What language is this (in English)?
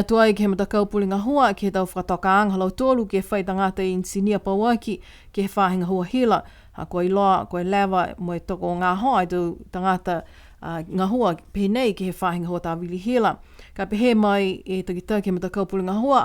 Niuean